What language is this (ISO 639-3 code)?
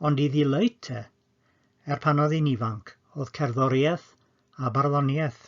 cym